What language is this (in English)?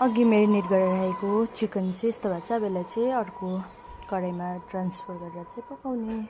Nepali